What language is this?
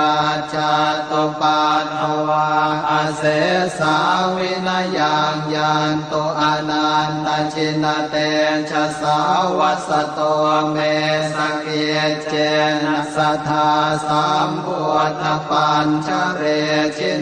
Pali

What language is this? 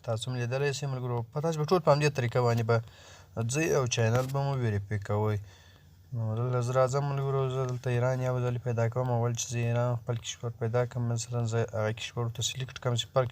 Pashto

